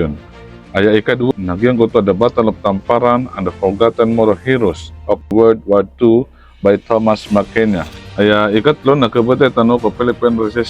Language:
Maranao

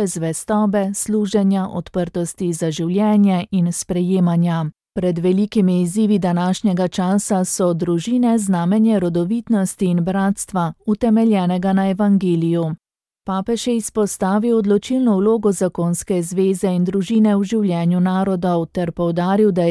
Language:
Slovenian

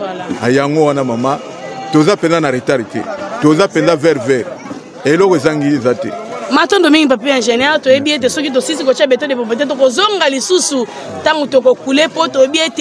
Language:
Lingala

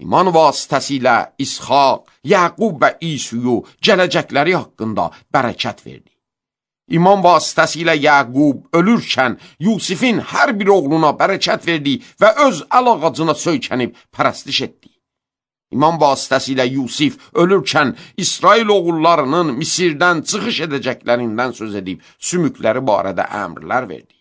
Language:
Azerbaijani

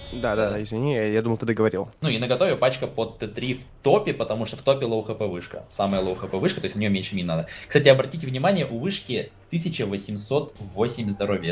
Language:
Russian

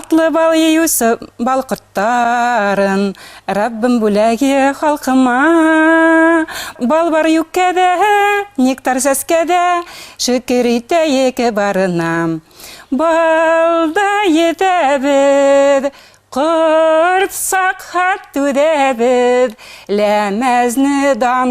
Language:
Bashkir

